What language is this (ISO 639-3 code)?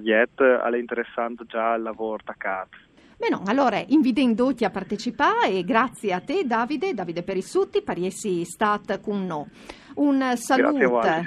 fur